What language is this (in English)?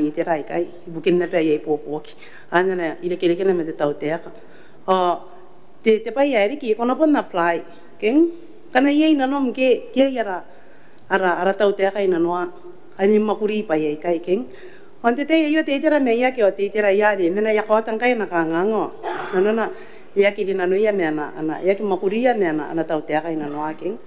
Gilbertese